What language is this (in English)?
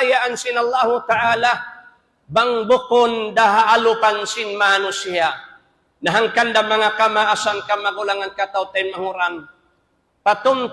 Tausug